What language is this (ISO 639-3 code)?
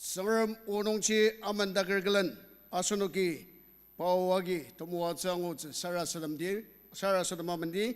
njo